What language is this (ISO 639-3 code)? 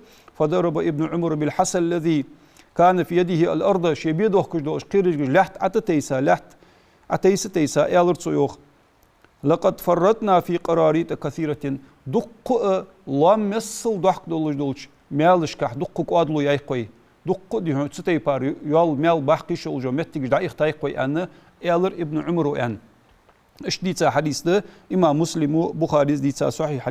inh